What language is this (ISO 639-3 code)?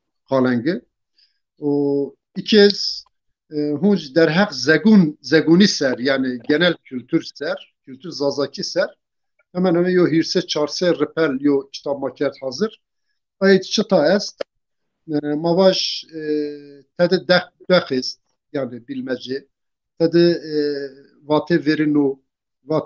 zza